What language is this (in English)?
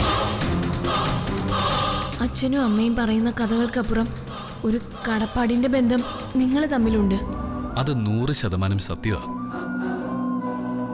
Malayalam